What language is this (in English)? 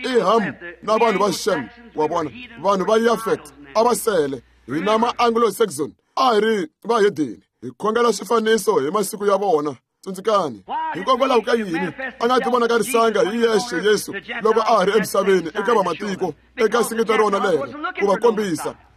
Tsonga